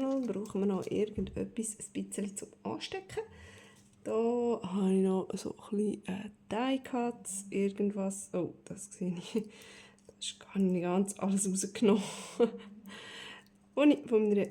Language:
Swiss German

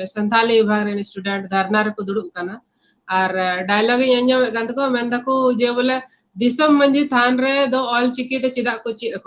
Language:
Santali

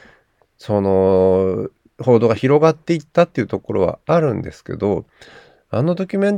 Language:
Japanese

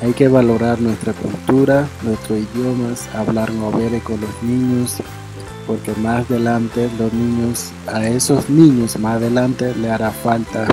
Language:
Ngäbere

